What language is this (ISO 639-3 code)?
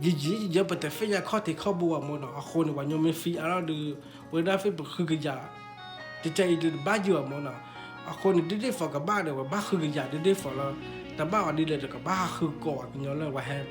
ksw